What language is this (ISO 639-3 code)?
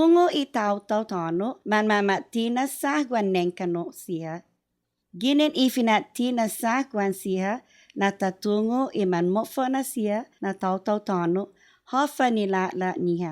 cha